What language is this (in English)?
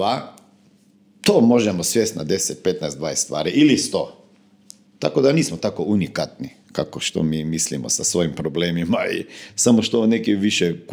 Croatian